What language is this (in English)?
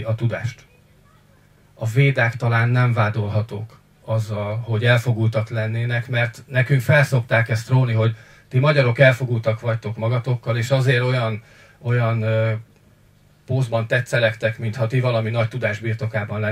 Hungarian